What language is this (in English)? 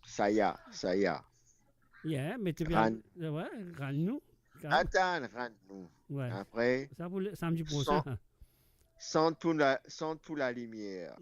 Morisyen